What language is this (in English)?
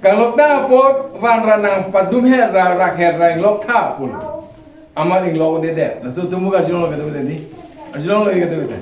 Karbi